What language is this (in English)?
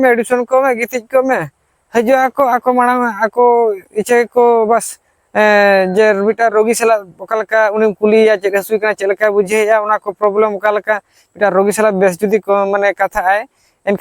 Santali